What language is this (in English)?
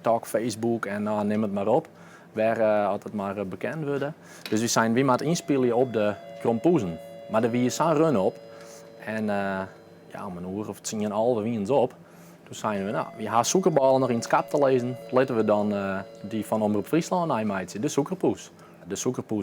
Western Frisian